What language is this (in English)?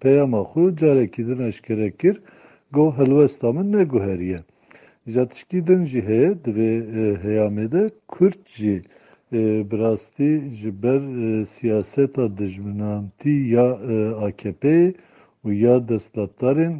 Kurdish